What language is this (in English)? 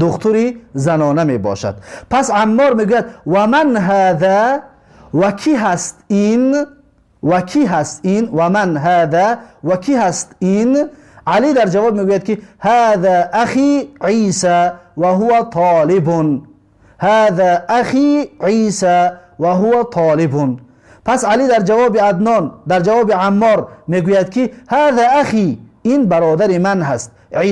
Tajik